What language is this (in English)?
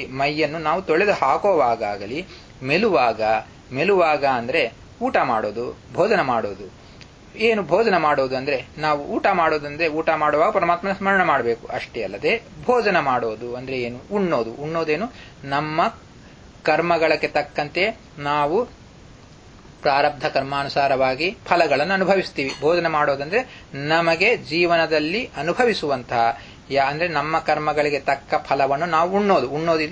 Kannada